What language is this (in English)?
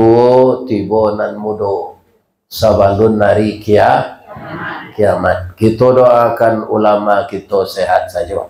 Minangkabau